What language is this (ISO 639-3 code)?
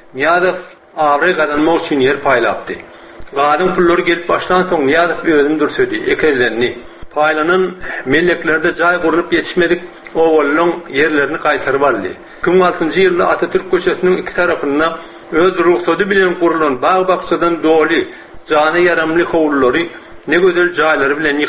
tuk